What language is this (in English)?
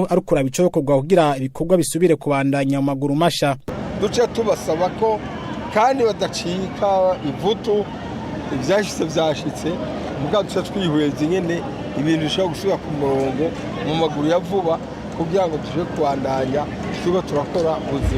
Rundi